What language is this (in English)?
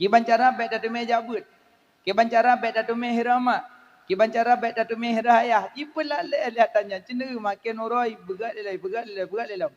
Achinese